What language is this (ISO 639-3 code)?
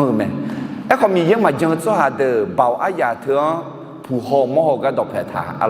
ahk